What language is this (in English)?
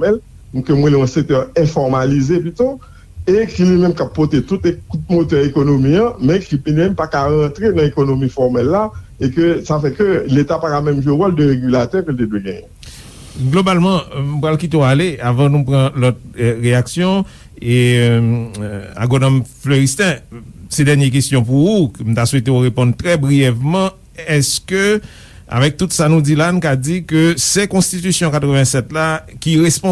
Haitian Creole